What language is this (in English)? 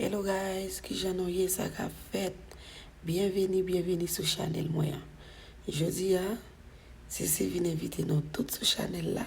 Haitian Creole